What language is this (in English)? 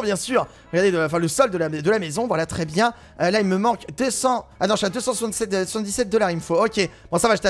French